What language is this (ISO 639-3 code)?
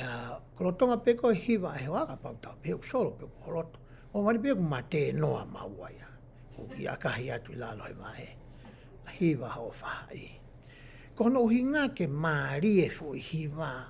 ton